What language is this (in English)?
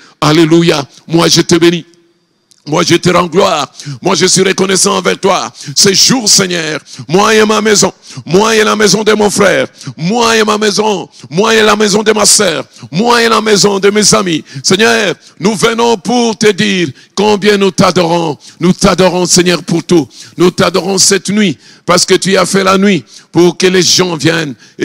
French